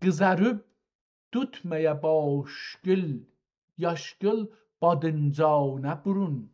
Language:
South Azerbaijani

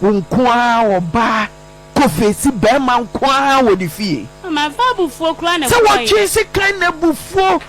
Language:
Akan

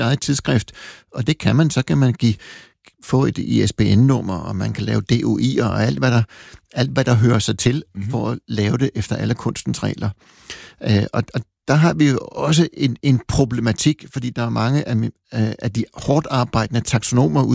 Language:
Danish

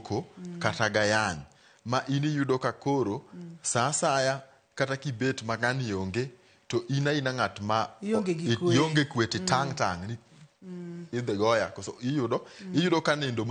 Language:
Luo (Kenya and Tanzania)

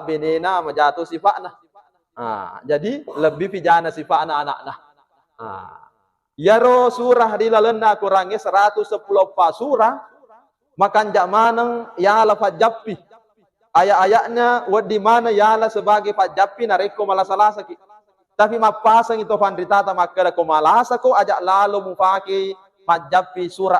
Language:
Buginese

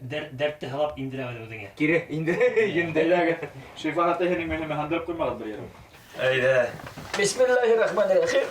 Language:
Bashkir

